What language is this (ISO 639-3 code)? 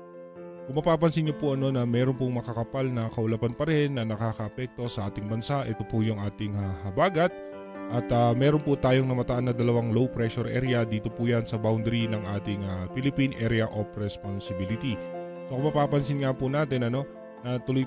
fil